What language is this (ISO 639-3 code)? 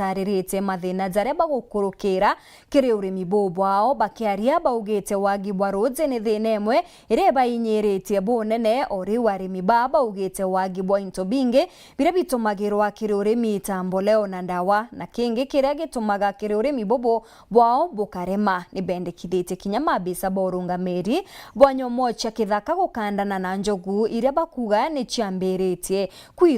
mer